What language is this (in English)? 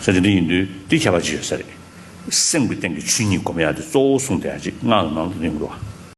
Tibetan